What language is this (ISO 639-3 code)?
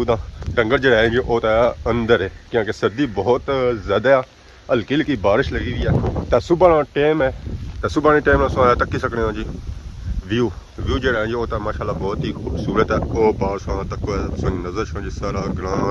phr